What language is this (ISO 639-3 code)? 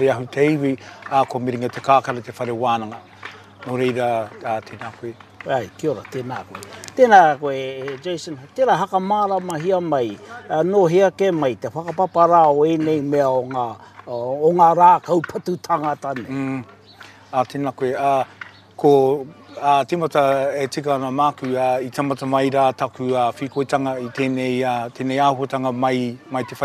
mri